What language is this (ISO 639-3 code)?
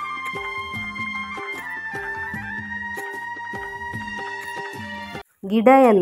kan